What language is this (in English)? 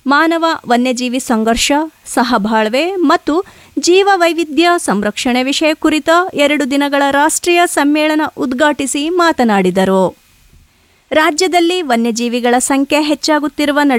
Kannada